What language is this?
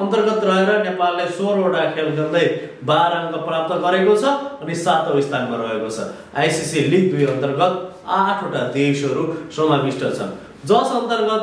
Nepali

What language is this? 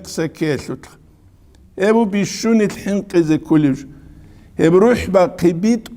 Avaric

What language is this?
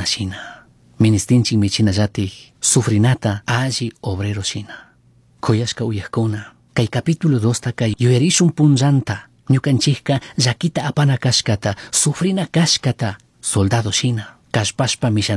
Chimborazo Highland Quichua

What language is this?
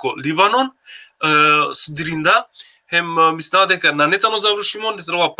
Balkan Romani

